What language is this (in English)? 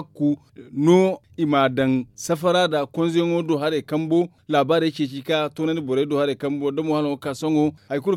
Zarma